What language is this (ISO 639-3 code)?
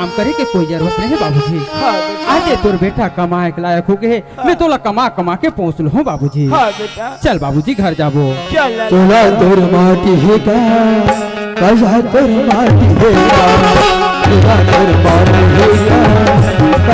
hne